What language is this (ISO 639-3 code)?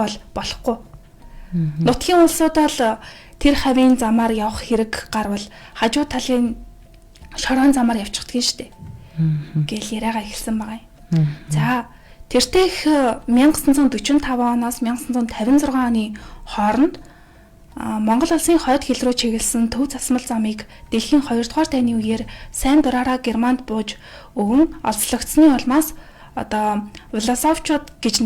mon